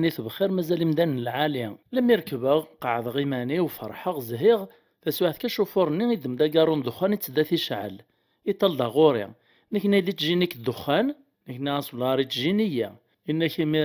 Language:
Kabyle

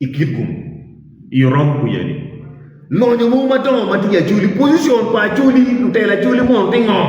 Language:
Acoli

